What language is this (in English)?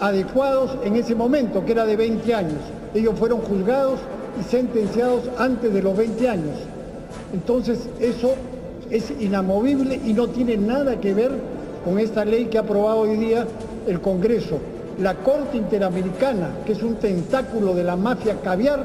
Ayacucho Quechua